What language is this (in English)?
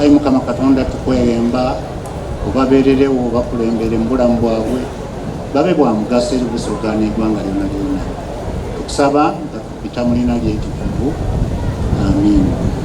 Soga